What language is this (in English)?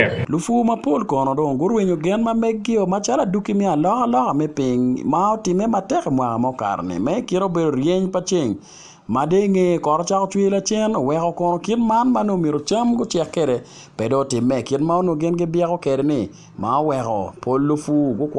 Acoli